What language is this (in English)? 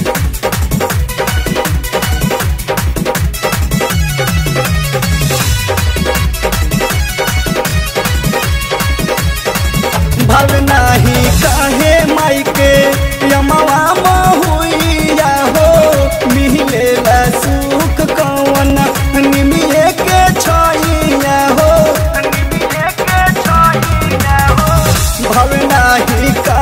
Bhojpuri